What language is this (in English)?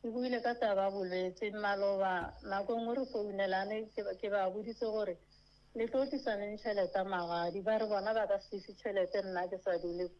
Northern Sotho